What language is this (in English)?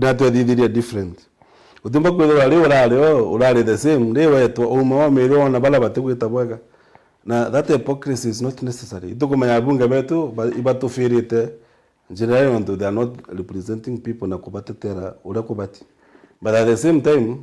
Meru